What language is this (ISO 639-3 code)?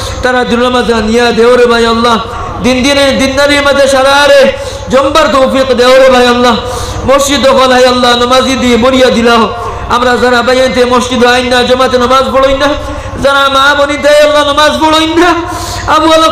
syl